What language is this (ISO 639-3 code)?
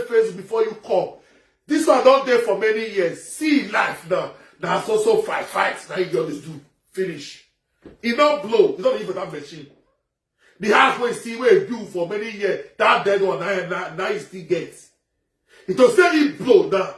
pcm